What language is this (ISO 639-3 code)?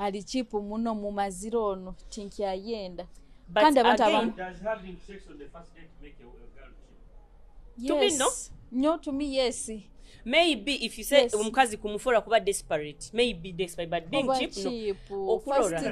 nyo